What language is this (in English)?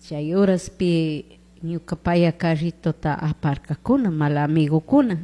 Chimborazo Highland Quichua